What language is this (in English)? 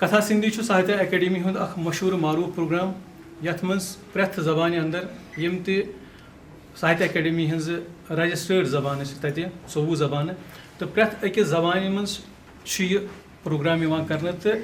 Kashmiri